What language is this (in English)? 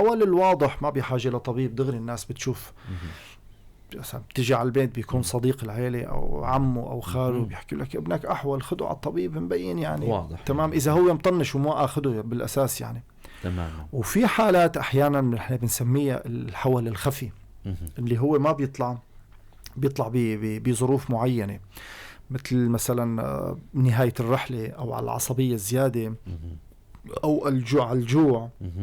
North Levantine Arabic